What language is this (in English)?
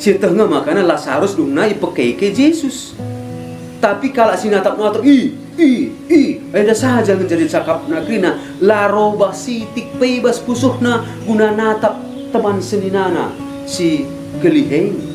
Batak Karo